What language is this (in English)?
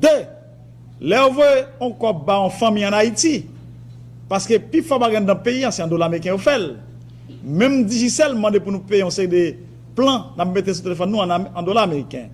Haitian Creole